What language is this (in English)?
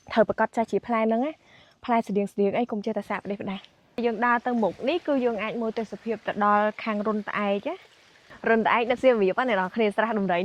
Khmer